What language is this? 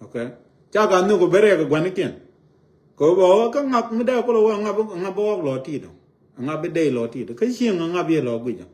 Nuer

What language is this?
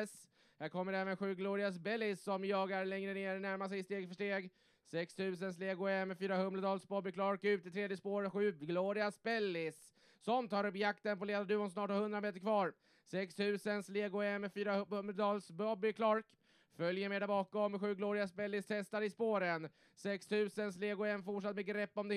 Swedish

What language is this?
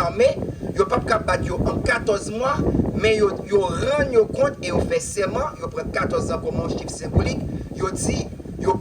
Haitian Creole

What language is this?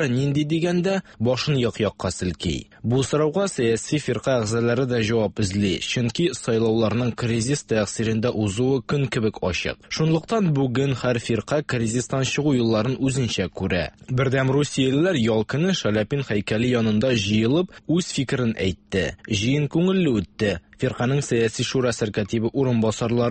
Tatar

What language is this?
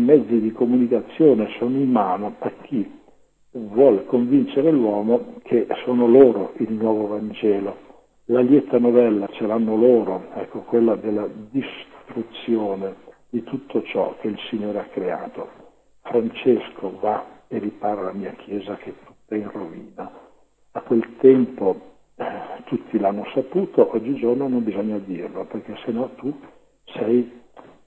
Italian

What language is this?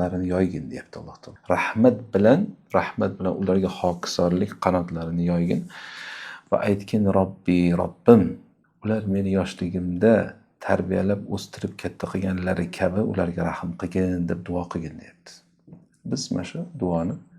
Uzbek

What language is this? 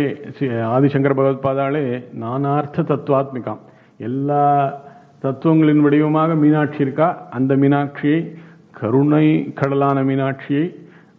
Tamil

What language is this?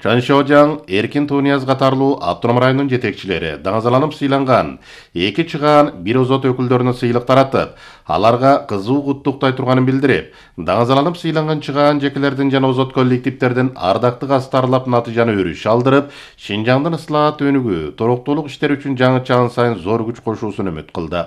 Kyrgyz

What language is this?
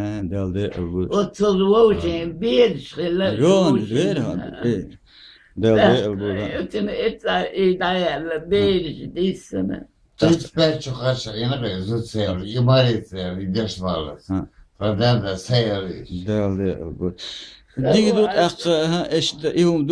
Chechen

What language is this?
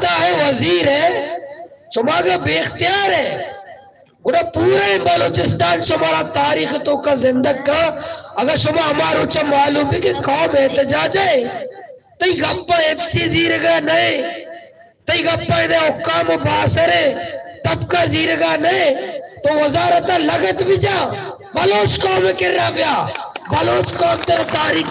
Baluchi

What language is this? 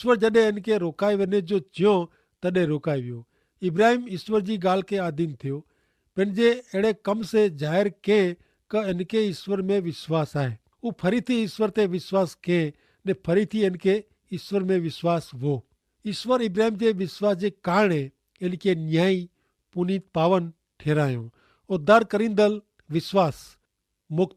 Kachhi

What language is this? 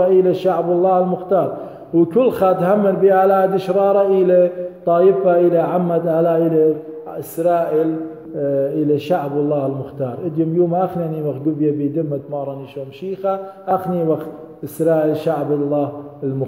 Assyrian Neo-Aramaic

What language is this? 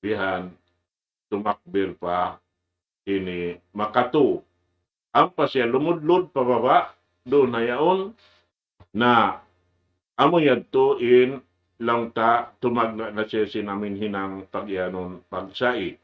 Tausug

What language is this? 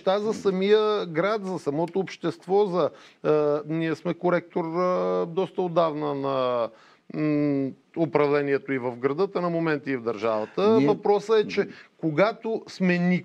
Bulgarian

